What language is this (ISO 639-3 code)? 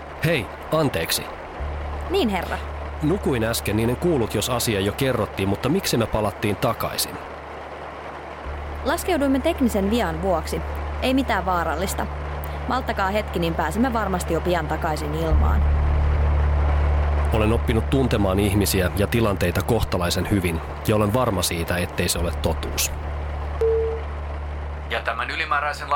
fin